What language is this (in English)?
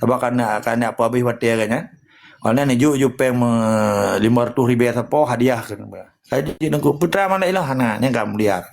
Achinese